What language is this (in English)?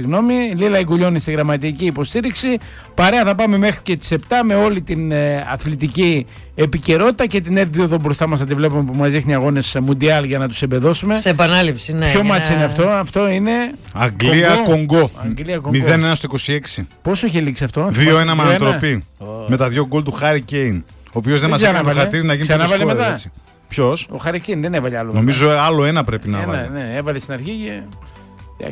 Greek